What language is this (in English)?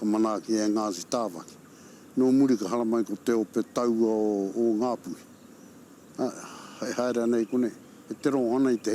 Māori